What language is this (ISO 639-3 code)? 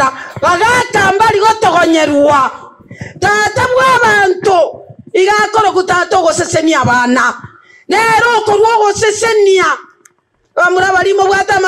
guz